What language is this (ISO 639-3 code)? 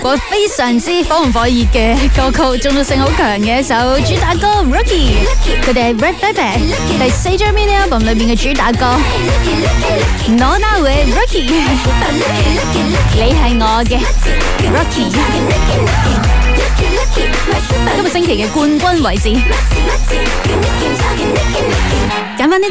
yue